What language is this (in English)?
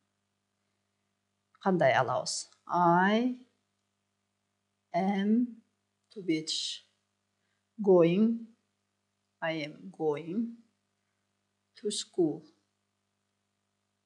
Kyrgyz